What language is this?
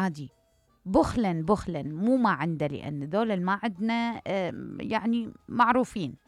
Mesopotamian Arabic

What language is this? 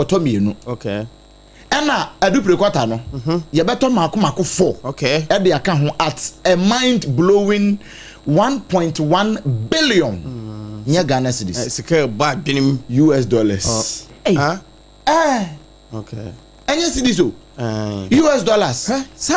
Akan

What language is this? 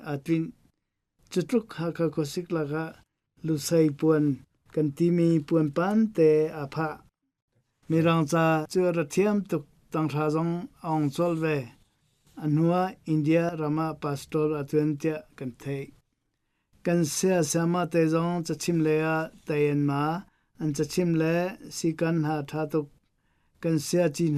Hakha Chin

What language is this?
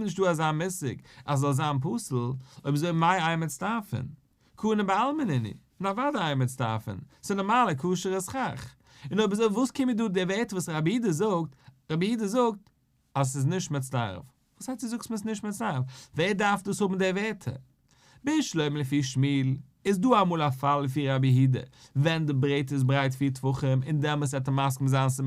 Yiddish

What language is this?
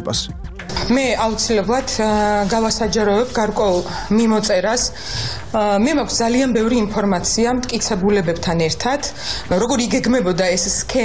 Georgian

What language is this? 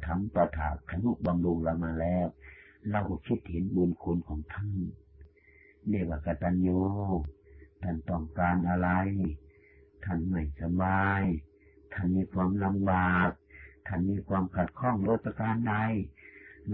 Thai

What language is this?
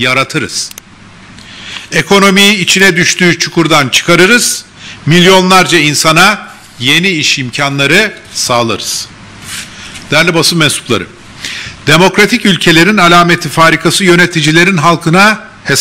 Turkish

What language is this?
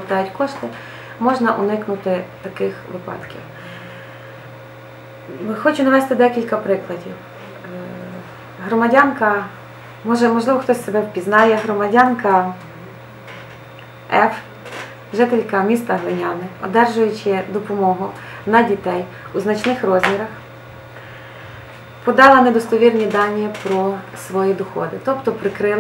Ukrainian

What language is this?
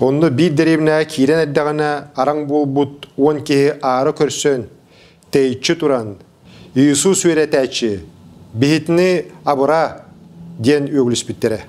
Yakut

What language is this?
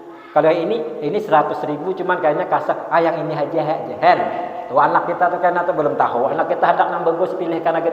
Banjar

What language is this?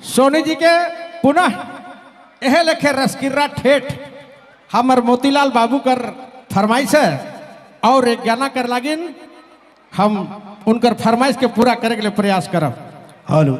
Sadri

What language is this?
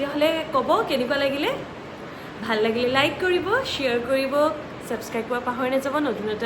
Assamese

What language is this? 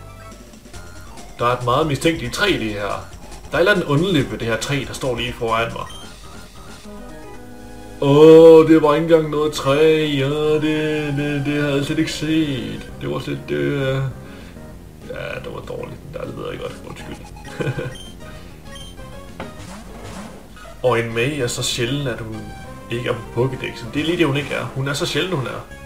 Danish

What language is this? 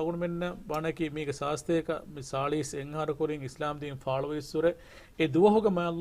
Divehi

